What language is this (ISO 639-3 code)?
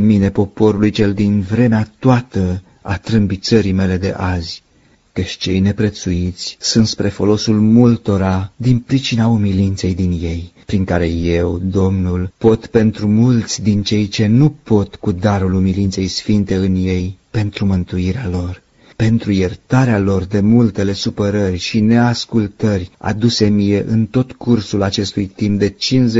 ron